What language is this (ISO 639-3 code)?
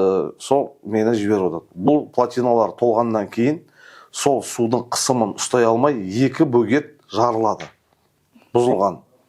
kaz